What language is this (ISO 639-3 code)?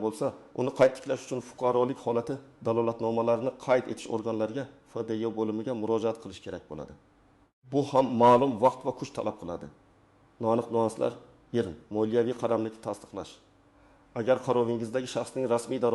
uzb